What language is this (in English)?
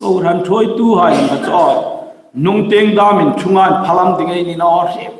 Hmar